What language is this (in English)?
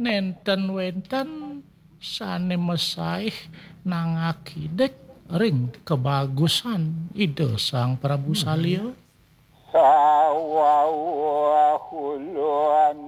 Balinese